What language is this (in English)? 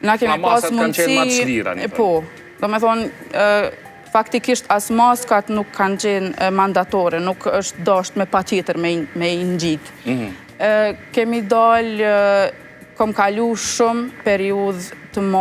Albanian